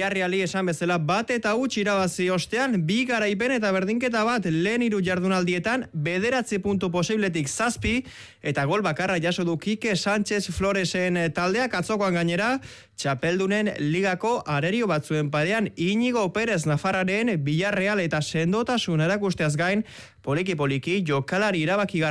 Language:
Basque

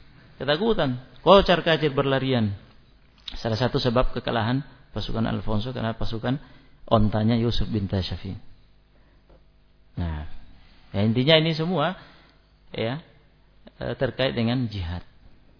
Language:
Indonesian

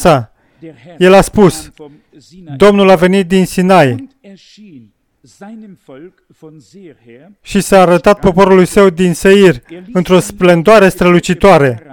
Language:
Romanian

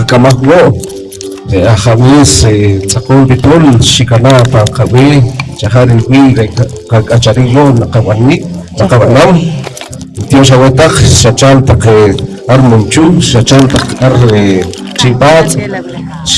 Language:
Poqomchi'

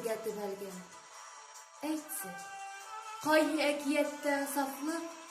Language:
Bashkir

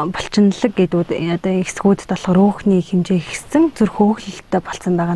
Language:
Mongolian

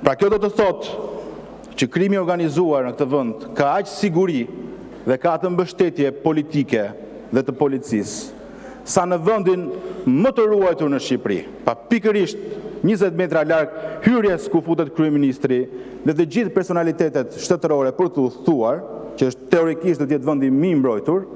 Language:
Albanian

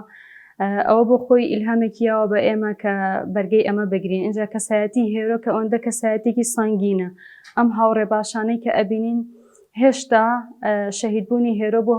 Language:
Central Kurdish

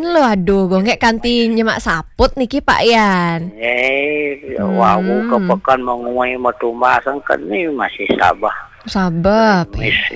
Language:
Balinese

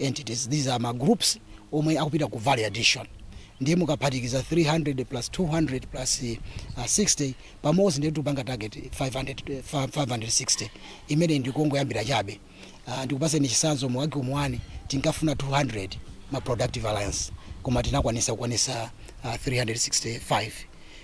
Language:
Nyanja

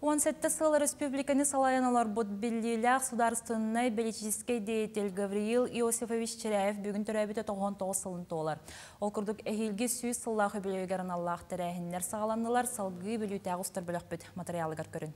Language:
Yakut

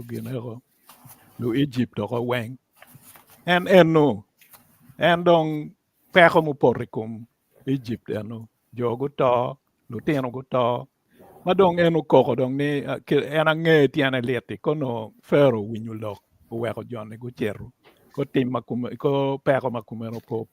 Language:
Acoli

